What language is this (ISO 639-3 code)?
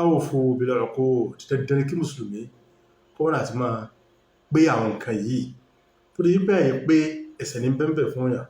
yor